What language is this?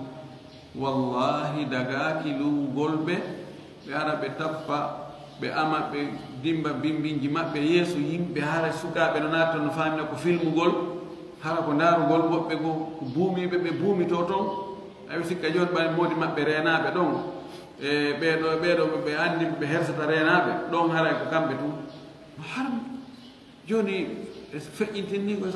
Fula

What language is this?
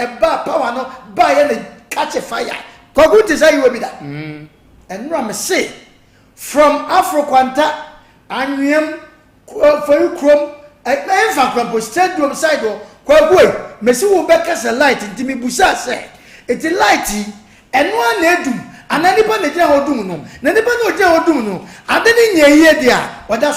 Akan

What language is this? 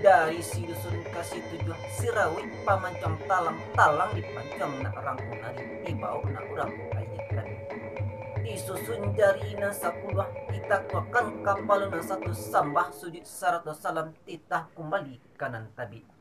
Minangkabau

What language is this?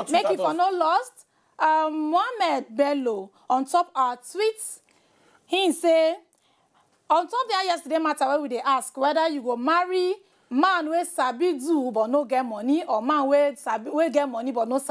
Nigerian Pidgin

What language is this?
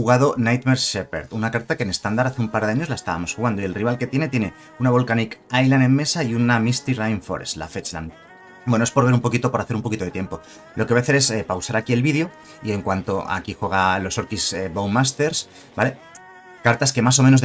Spanish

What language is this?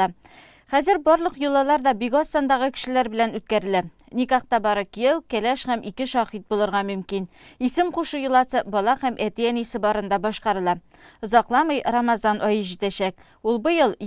Tatar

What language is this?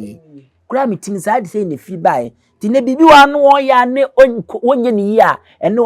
Akan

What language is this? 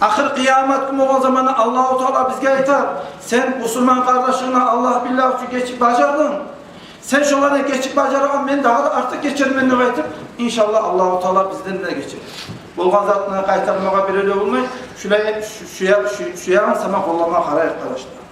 Kumyk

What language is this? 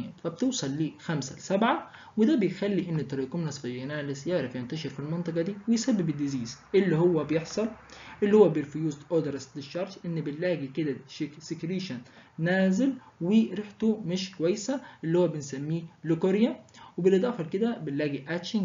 Egyptian Arabic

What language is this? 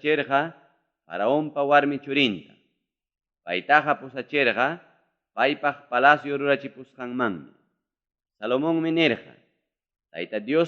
Ayacucho Quechua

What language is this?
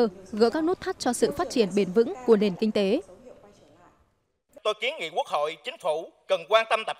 Vietnamese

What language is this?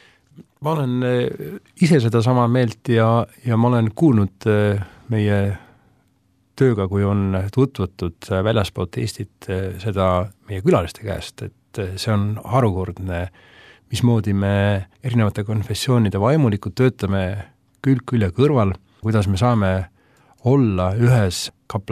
Estonian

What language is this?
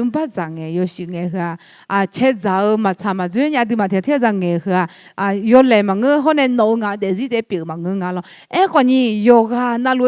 Akha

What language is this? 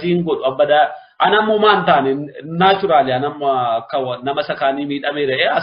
Oromo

